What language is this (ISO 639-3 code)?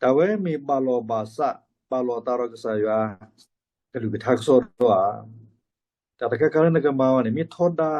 ksw